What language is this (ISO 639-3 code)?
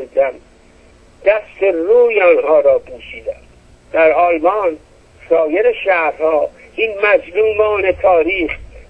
fas